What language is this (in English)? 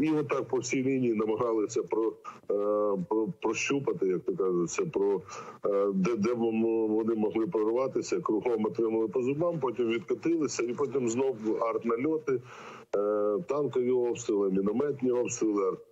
Ukrainian